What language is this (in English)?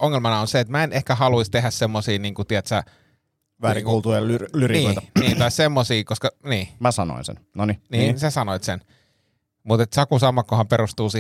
Finnish